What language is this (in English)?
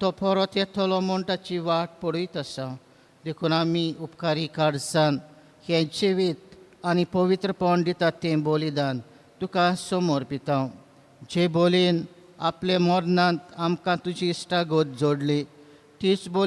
Konkani